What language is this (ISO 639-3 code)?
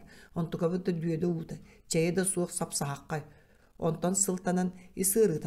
sah